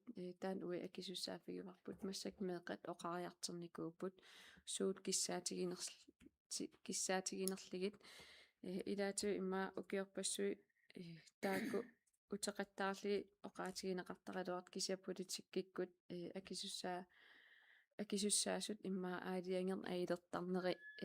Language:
Kalaallisut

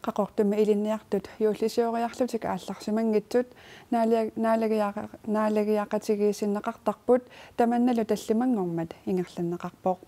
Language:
Kalaallisut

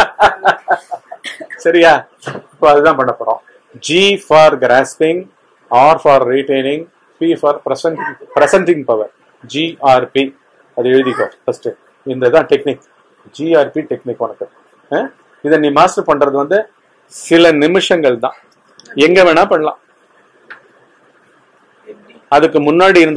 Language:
Tamil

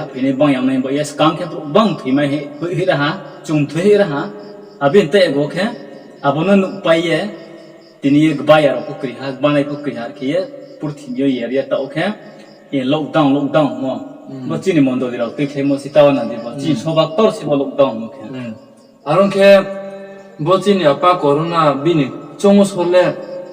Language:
Riang (India)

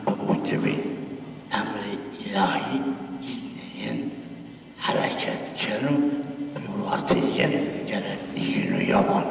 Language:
Zaza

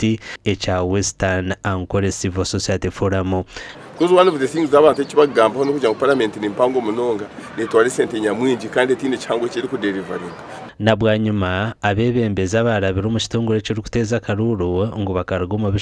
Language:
Nyankole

